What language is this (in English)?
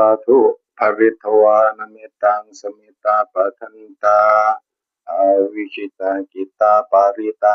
Northeastern Thai